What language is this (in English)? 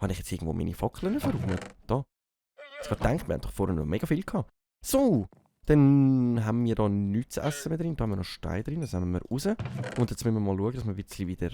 Swiss German